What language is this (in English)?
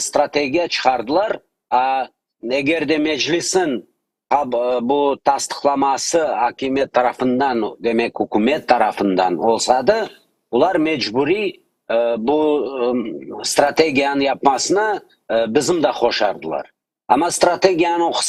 Crimean Tatar